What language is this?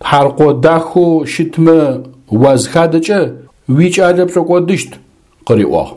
Adyghe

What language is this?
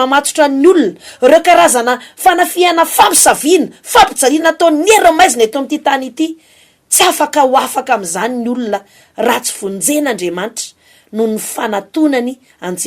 Malagasy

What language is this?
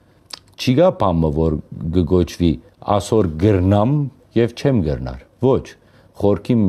Western Armenian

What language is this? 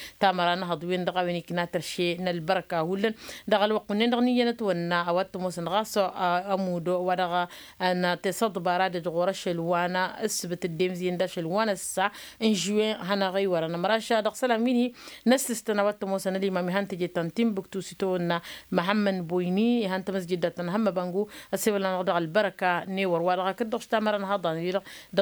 Tamasheq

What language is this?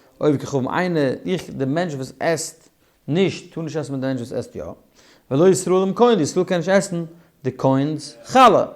Yiddish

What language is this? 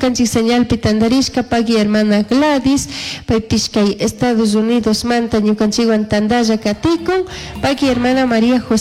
Chimborazo Highland Quichua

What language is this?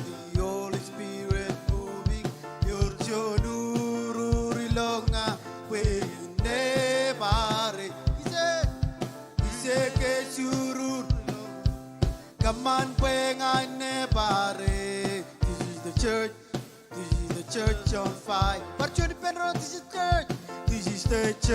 Marshallese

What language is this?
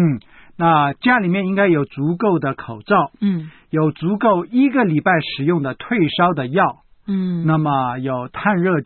Chinese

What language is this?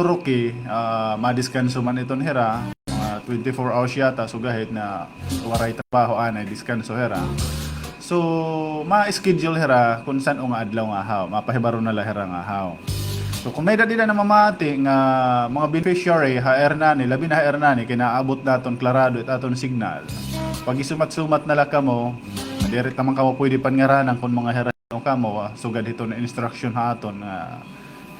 Waray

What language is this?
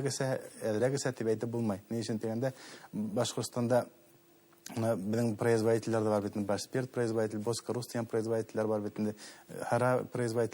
Bashkir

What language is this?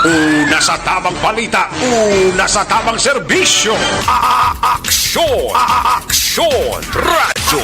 Hiligaynon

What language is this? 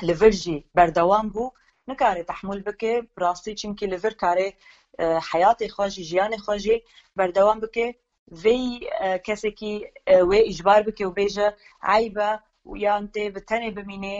Kurdish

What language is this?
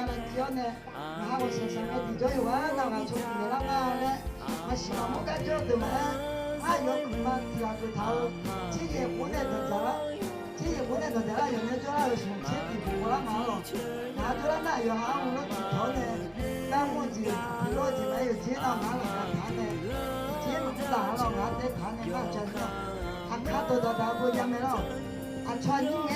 Akha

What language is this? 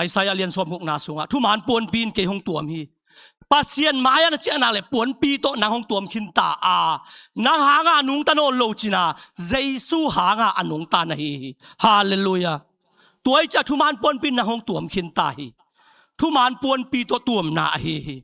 Tedim Chin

